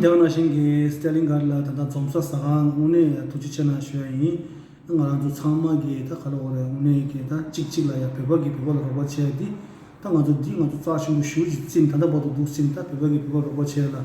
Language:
Tibetan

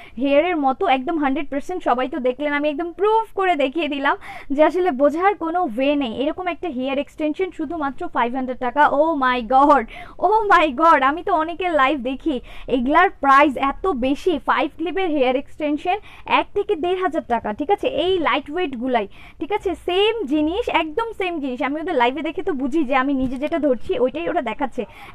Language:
Bangla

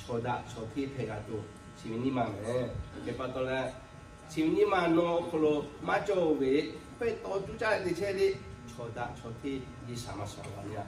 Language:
Lahu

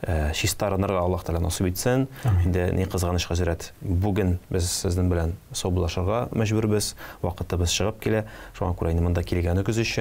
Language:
Tatar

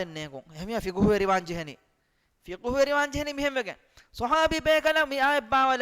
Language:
Divehi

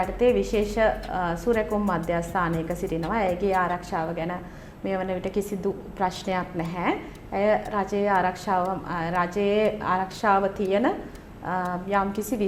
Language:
Sinhala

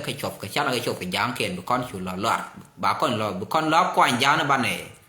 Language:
Nuer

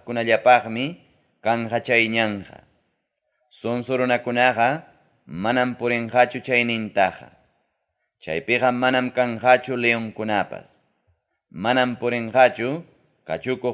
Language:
Ayacucho Quechua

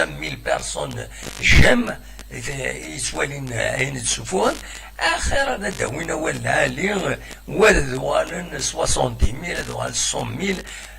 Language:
Kabyle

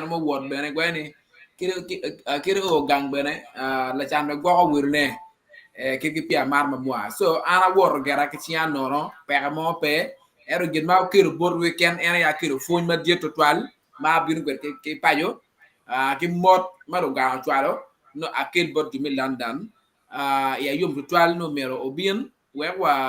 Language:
Acoli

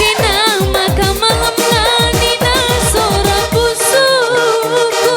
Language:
Batak Karo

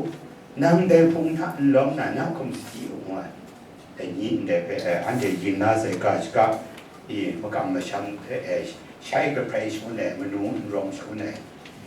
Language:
Kachin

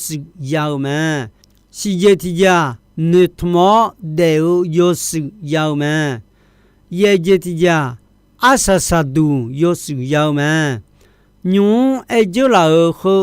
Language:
Akha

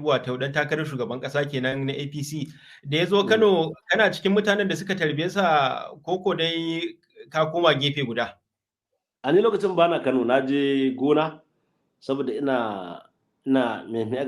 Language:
Hausa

